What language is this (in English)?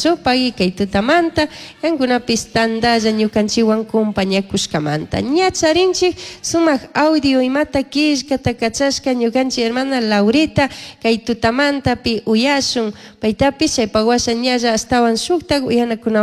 Chimborazo Highland Quichua